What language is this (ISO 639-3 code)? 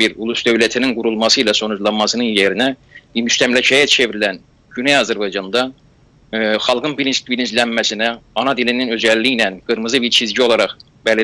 azb